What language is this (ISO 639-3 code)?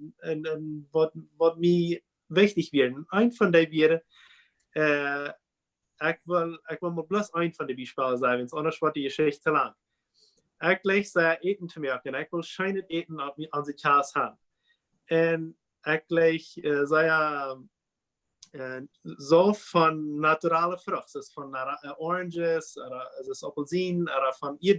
pdt